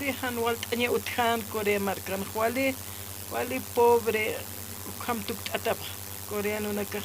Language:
Aymara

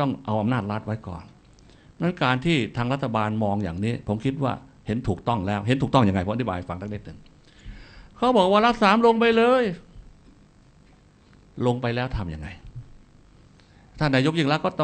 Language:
Thai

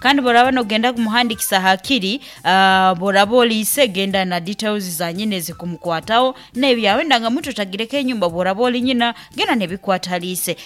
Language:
Nyoro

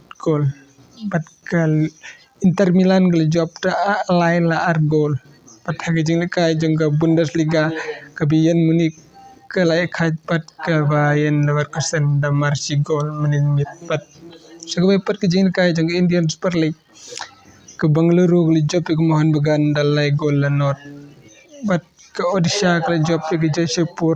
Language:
Khasi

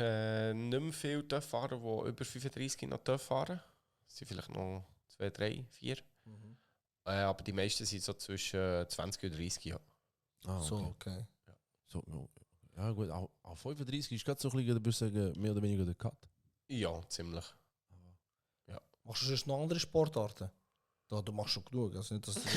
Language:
Swiss German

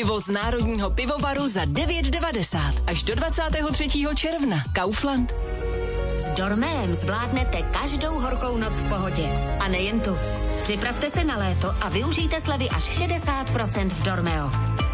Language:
Czech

